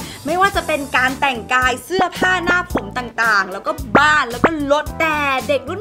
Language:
Thai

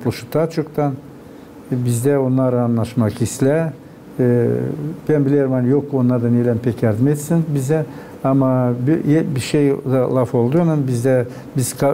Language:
Gagauz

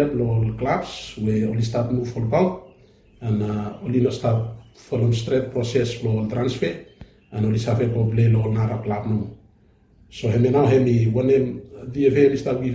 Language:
Bislama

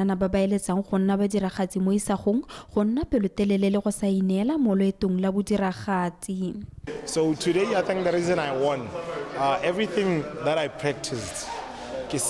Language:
Tswana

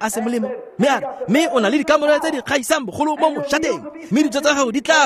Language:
Tswana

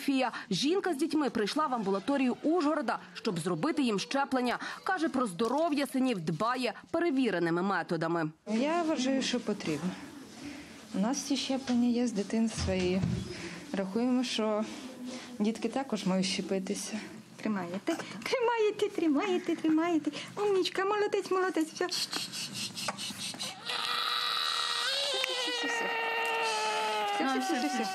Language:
Ukrainian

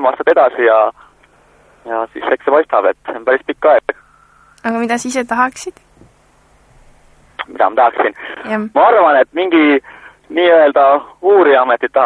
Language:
Estonian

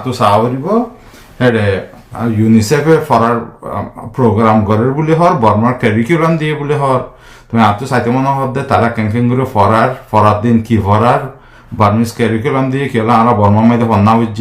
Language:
Rohingya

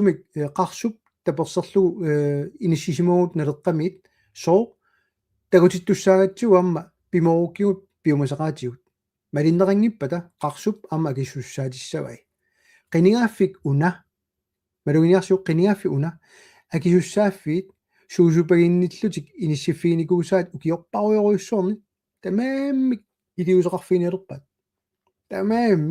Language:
Kalaallisut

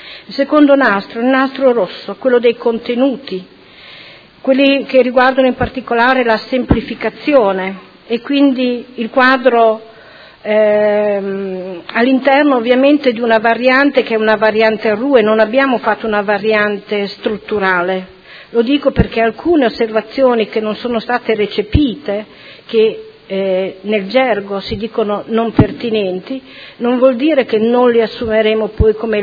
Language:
Italian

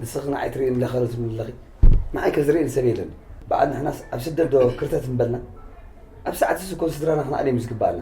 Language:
Tigrinya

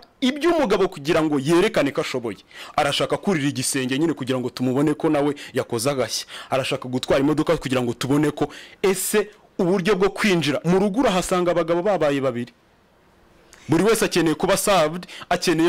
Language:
Kinyarwanda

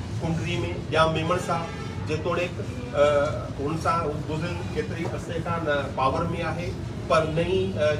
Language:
Sindhi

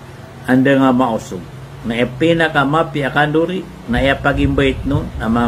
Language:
Maranao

